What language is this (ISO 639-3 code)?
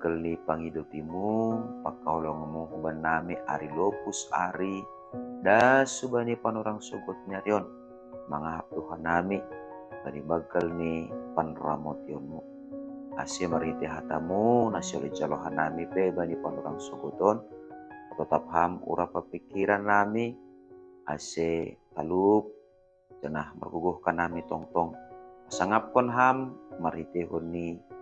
bts